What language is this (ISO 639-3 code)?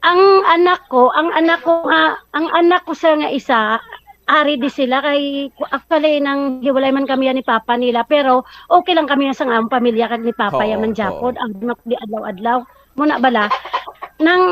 hil